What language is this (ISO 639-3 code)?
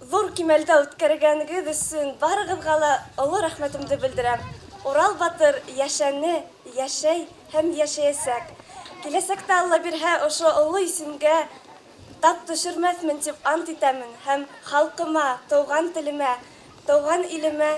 bak